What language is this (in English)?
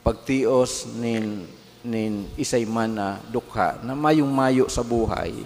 Bikol